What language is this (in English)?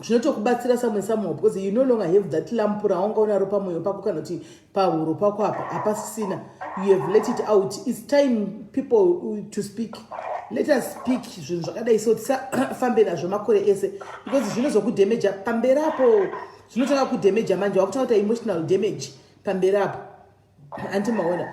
Shona